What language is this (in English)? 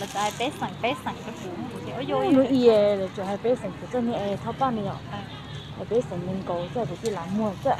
Hmong